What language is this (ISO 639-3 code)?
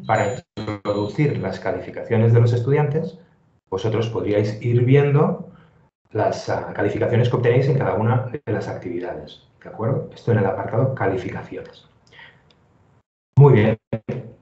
spa